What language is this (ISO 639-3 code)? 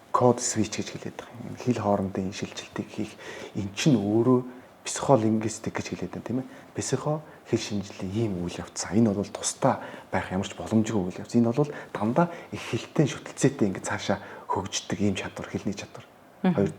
mon